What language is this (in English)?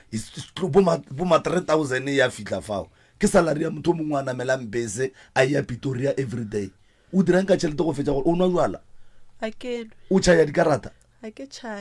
Northern Sotho